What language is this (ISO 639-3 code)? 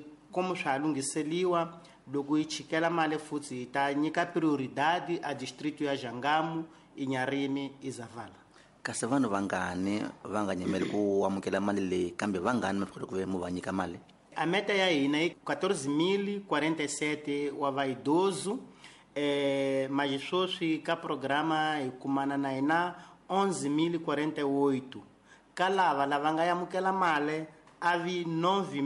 tso